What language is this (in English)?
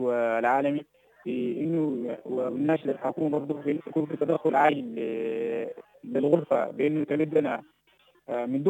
Sudanese Arabic